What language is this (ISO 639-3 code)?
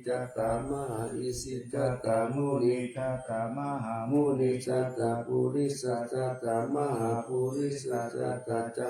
pli